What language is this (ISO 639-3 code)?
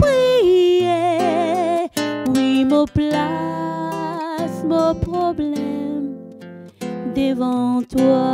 mfe